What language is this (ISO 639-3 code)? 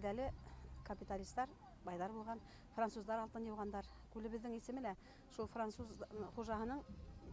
bak